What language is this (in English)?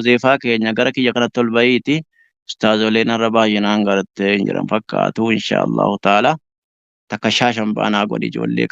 Oromo